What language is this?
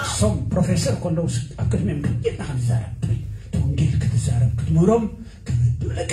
Tigrinya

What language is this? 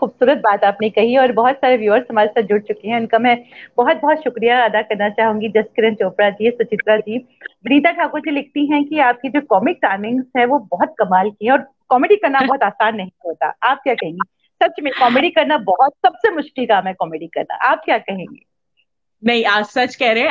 Hindi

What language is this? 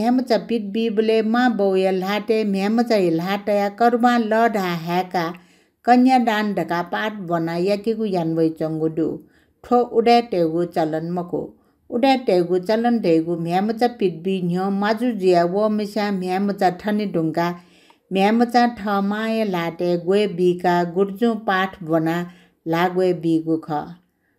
Newari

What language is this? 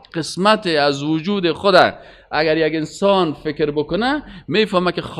Persian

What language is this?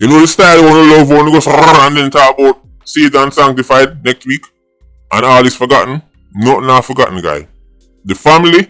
Jamaican Creole English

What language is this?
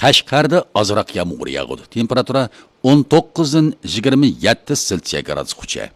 Uyghur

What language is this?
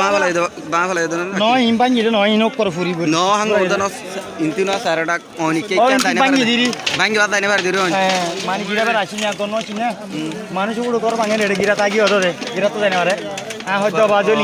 Rohingya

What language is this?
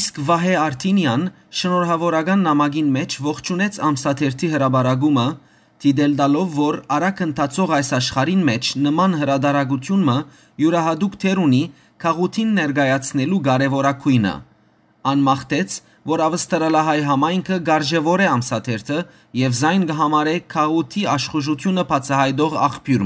Western Armenian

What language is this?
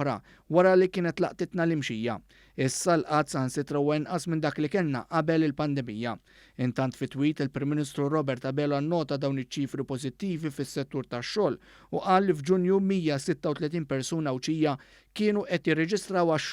Maltese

